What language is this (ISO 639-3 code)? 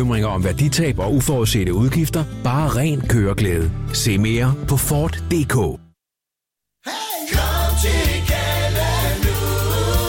dan